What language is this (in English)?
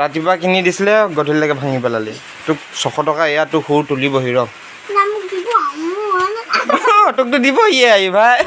Assamese